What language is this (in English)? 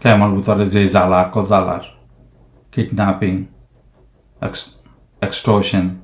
Rohingya